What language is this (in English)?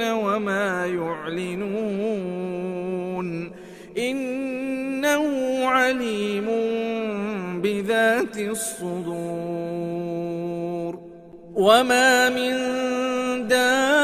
Arabic